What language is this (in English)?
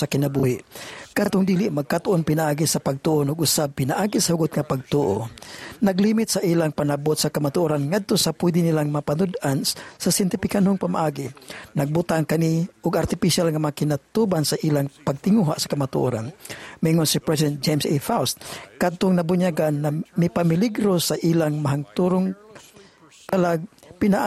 Cebuano